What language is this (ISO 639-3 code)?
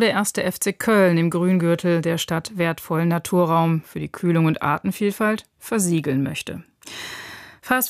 deu